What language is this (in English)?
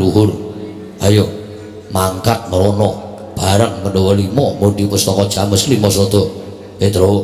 Javanese